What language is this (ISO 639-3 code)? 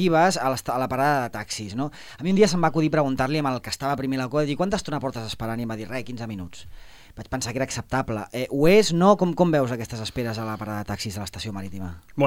cat